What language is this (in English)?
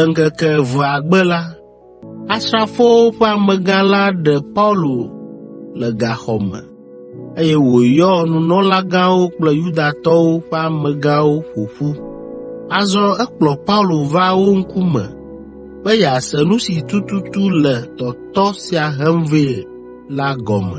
Ewe